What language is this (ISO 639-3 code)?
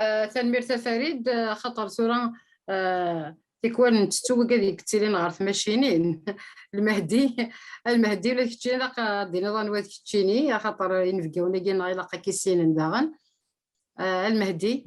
kab